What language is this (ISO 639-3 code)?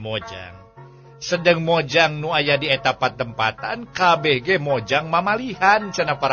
sun